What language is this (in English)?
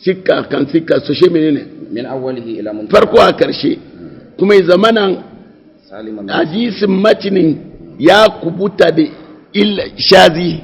Hausa